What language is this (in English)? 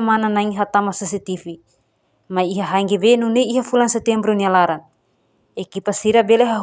Tetum